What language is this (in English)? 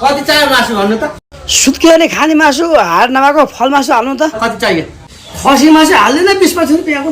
Nepali